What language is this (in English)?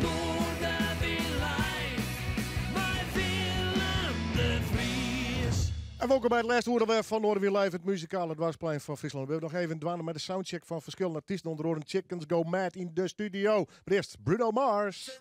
Western Frisian